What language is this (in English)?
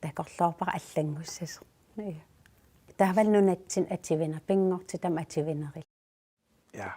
Kalaallisut